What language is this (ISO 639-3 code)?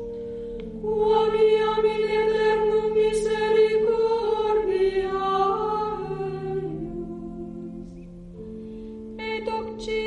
lat